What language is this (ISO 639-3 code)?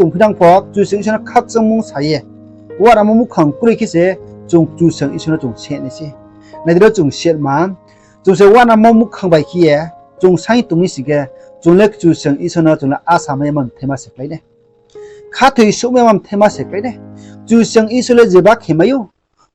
ria